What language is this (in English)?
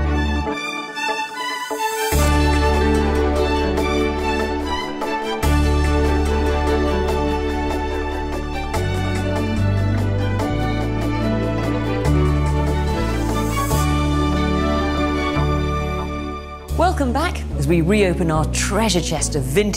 English